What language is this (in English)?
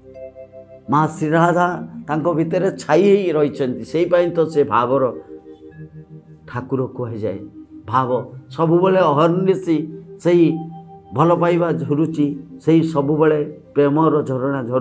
Odia